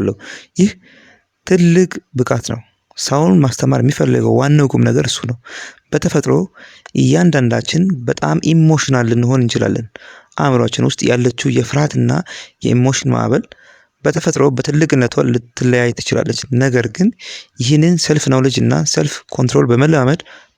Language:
Amharic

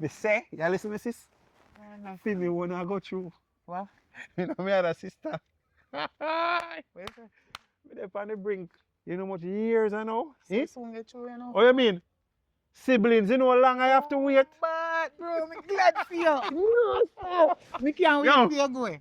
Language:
Jamaican Creole English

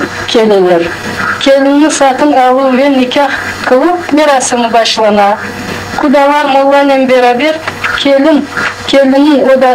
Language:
Crimean Tatar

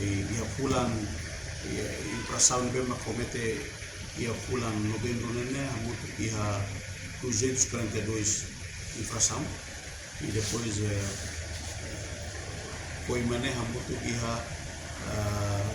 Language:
Tetum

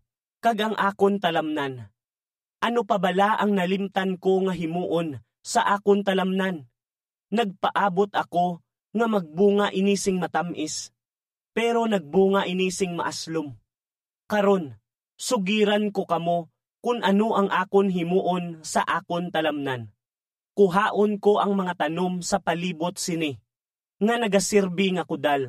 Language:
Hiligaynon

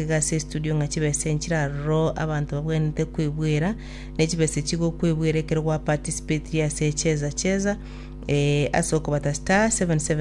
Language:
Gusii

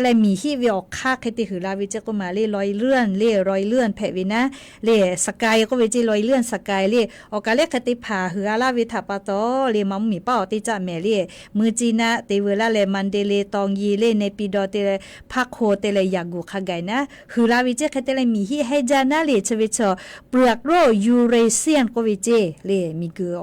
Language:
Lahu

